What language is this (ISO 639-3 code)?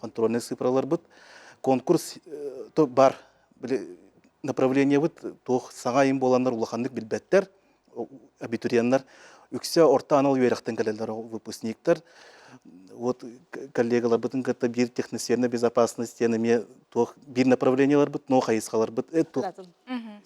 sah